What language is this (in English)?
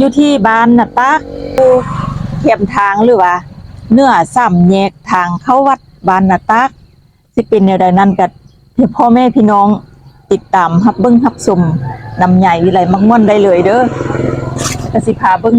Lao